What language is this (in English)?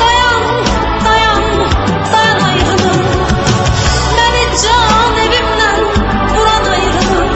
South Azerbaijani